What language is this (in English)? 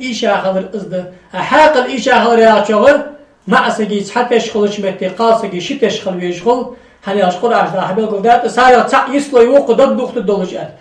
Ingush